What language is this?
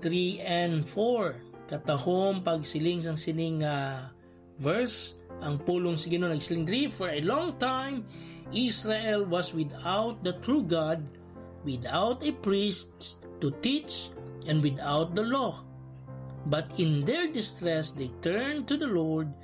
Hiligaynon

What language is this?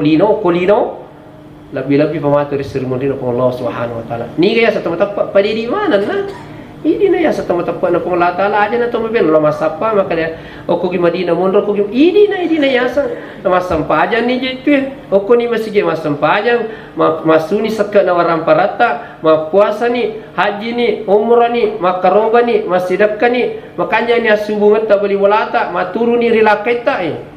Buginese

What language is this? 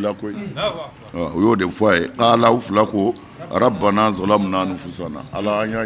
Bambara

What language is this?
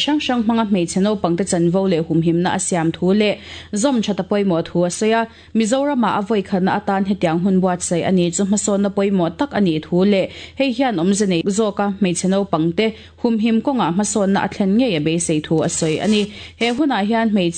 Mizo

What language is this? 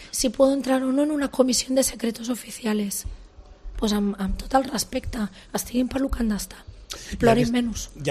Catalan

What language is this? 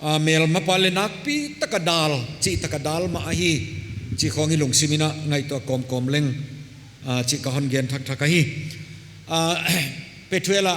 Paite Chin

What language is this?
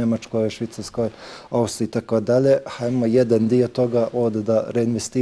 Bosnian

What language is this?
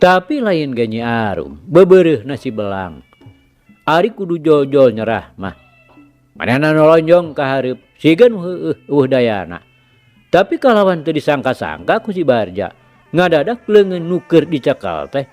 Sundanese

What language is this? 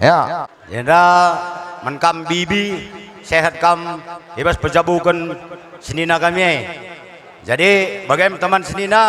Batak Karo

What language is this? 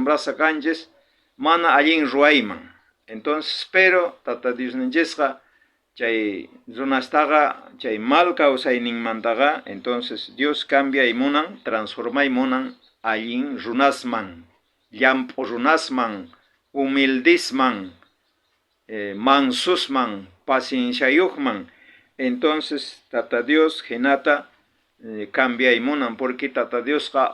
South Bolivian Quechua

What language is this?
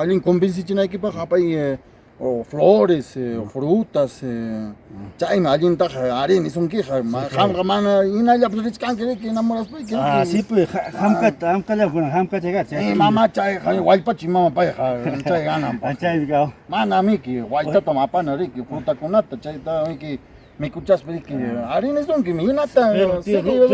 Ayacucho Quechua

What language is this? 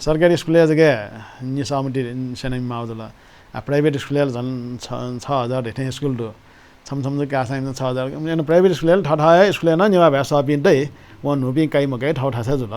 Newari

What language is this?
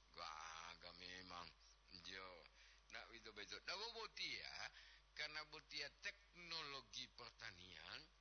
Gorontalo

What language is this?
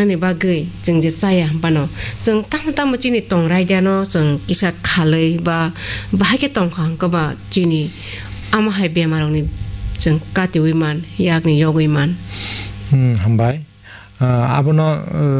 Kok Borok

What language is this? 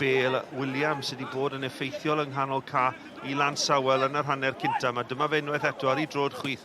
Welsh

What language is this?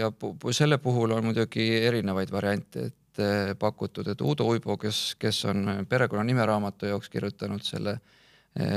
Estonian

